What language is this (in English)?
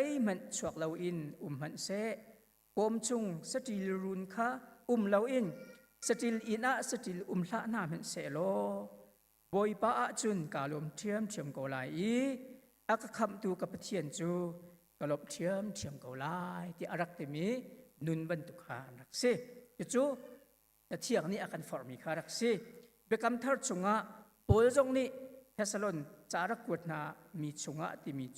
Hakha Chin